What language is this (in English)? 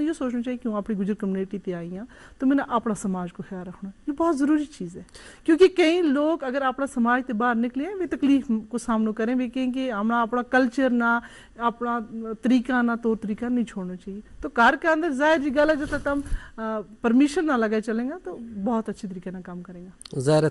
Gujari